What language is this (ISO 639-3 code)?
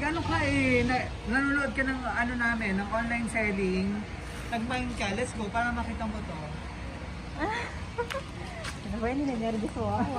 fil